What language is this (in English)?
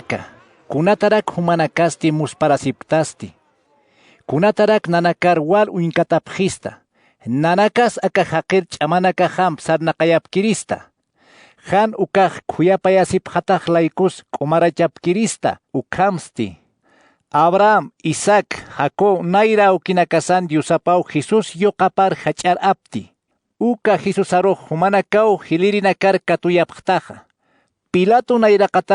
Aymara